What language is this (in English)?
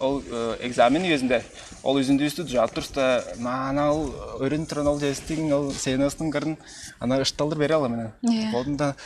Tuvinian